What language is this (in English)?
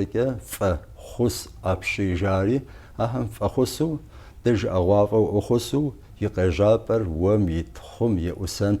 Kabardian